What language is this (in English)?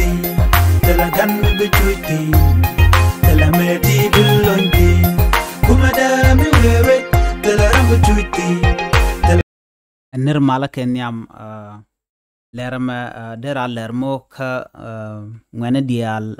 Nuer